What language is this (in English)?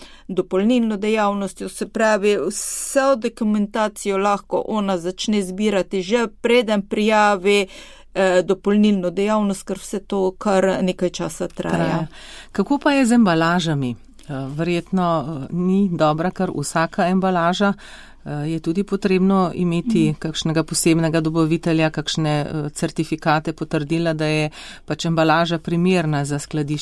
Slovenian